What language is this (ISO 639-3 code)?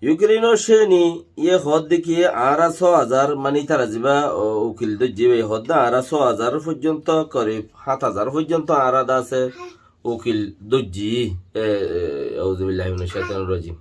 rhg